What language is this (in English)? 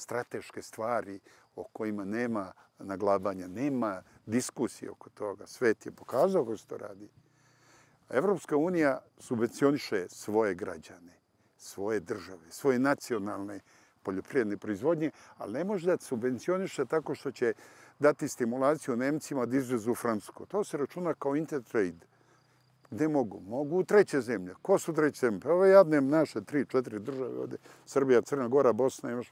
Serbian